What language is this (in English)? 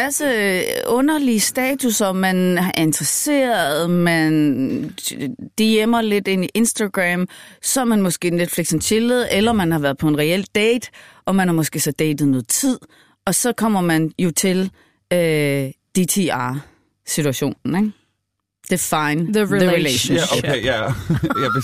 Danish